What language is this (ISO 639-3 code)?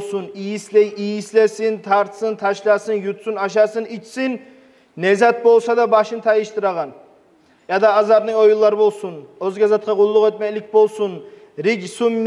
kum